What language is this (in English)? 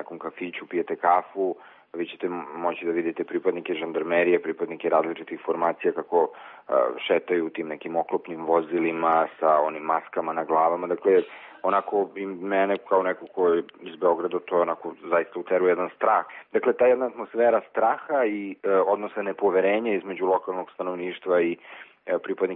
Serbian